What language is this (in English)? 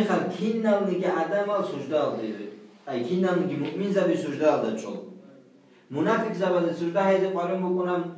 Avaric